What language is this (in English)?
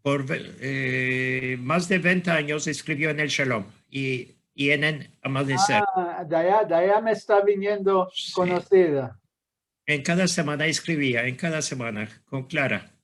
Ladino